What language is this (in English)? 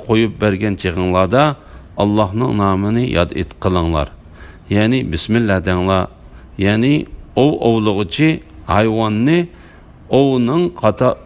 Uyghur